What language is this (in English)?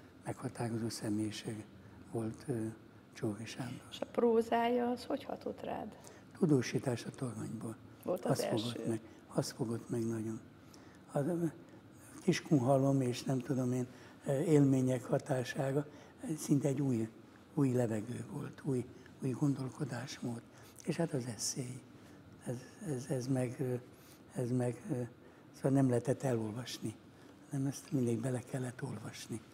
Hungarian